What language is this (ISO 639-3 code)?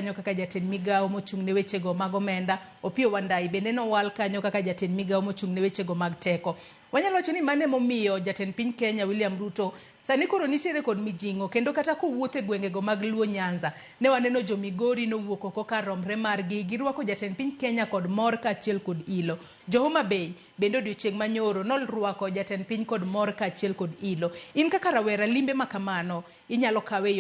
luo